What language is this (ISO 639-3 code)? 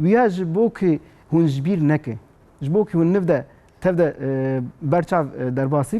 kur